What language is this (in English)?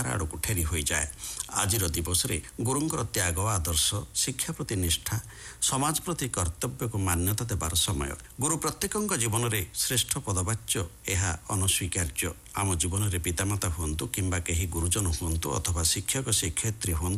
Odia